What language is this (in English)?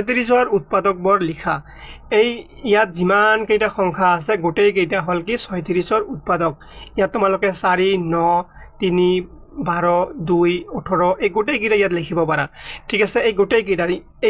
Assamese